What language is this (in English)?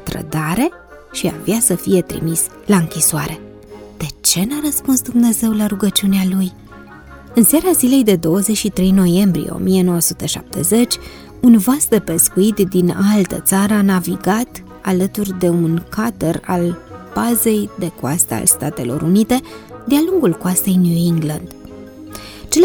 Romanian